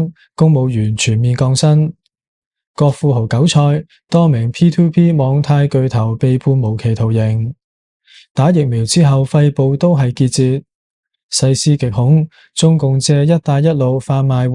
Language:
Cantonese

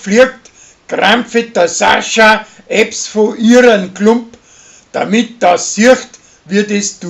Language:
Bavarian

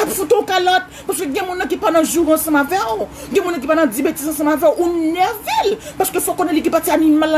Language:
Haitian Creole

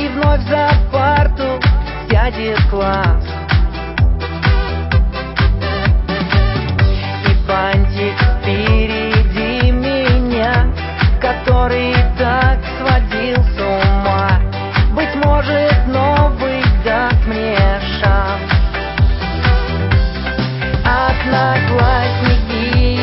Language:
Russian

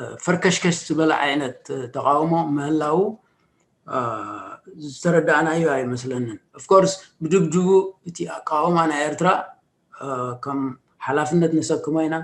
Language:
Tigrinya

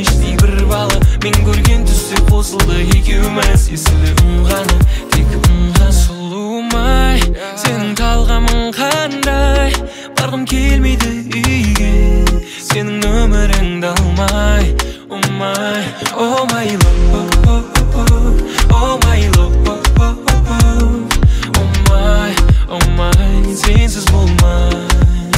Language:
Kazakh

